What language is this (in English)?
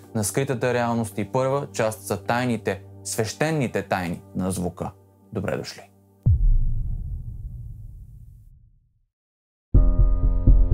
Bulgarian